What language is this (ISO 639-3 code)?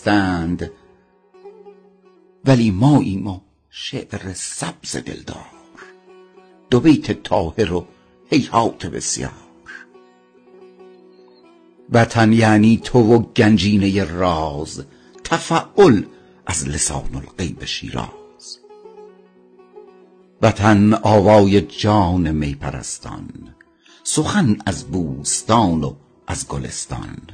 fas